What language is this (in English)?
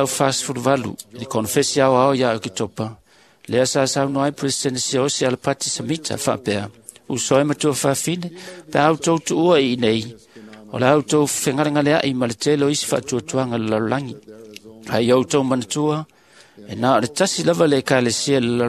Samoan